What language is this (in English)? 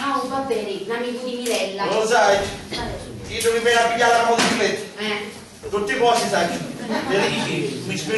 Sicilian